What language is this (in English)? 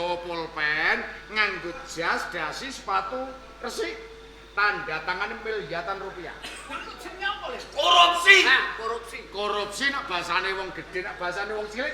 Javanese